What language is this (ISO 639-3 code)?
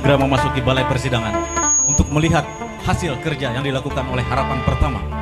bjn